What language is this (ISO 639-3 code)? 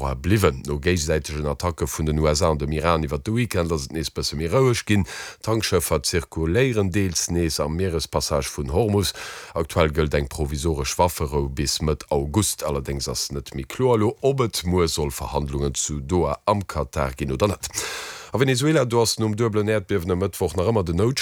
ltz